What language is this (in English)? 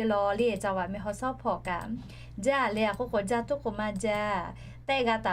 Lahu